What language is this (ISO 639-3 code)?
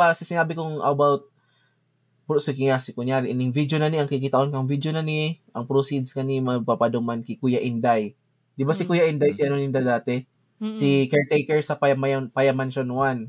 bik